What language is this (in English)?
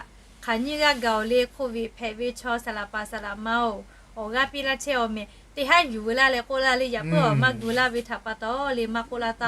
Lahu